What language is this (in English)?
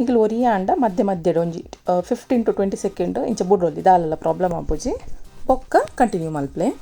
Tulu